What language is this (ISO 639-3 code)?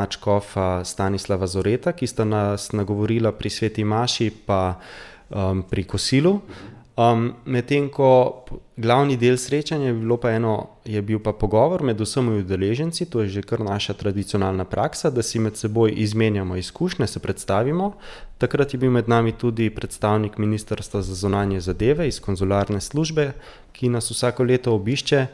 slv